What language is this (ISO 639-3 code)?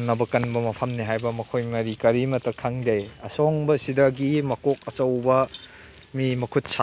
mni